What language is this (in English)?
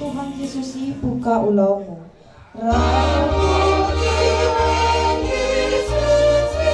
Batak Toba